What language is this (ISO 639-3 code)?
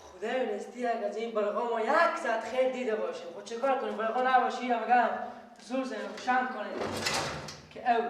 fas